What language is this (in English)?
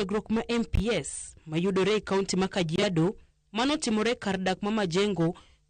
Luo (Kenya and Tanzania)